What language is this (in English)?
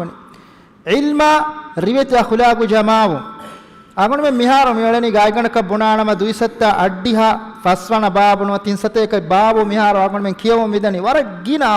Divehi